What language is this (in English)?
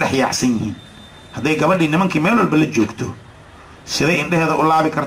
Somali